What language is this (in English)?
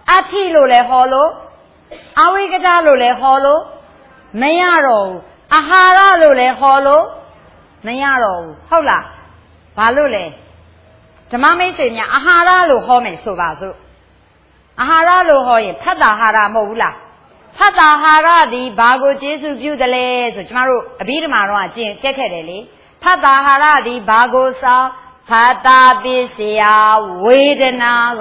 Burmese